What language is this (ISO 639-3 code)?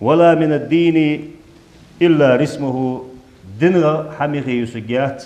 inh